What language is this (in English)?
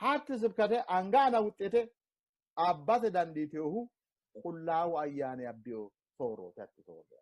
Sidamo